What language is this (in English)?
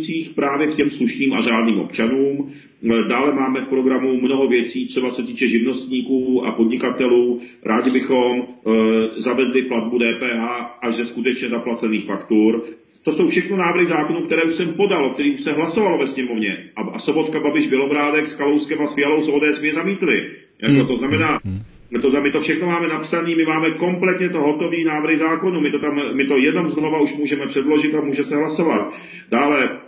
Czech